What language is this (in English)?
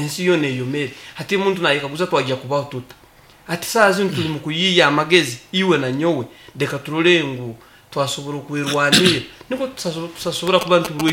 Nyoro